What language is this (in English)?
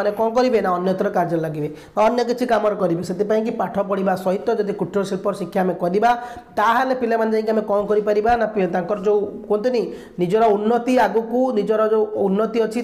Odia